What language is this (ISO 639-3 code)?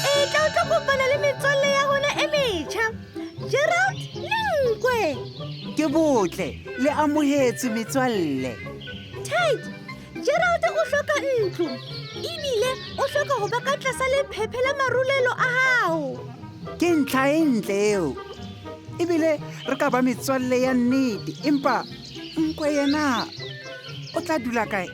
sot